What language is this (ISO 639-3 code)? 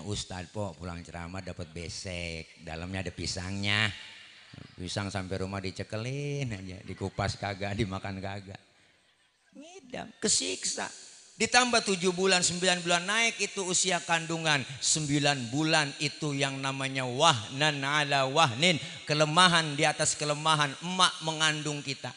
bew